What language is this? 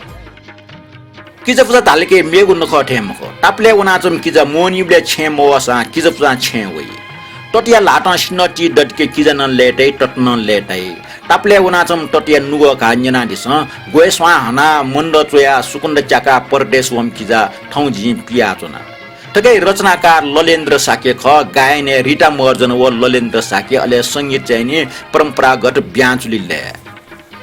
Newari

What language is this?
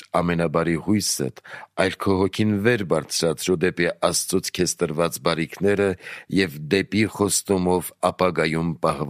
Armenian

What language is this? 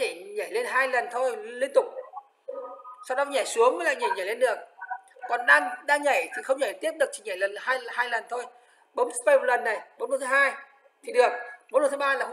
Vietnamese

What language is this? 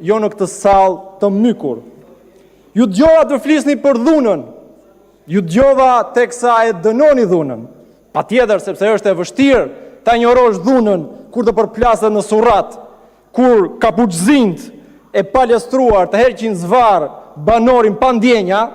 Albanian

